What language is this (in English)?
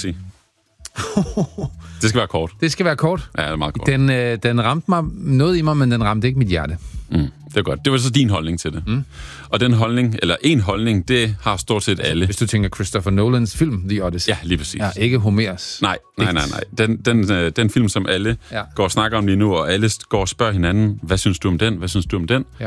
Danish